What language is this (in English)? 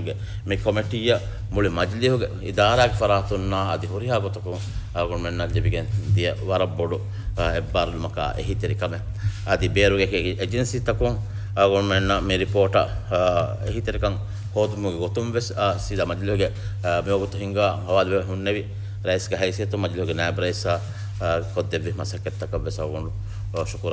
Divehi